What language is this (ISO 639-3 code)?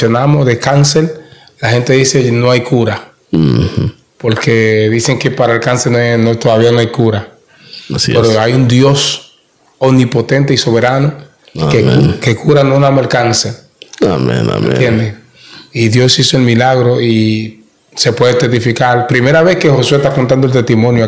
spa